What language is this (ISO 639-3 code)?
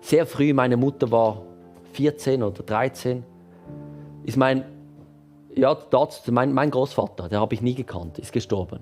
gsw